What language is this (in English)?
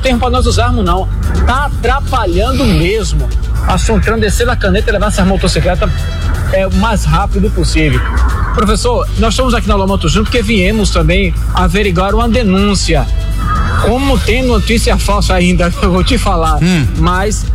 Portuguese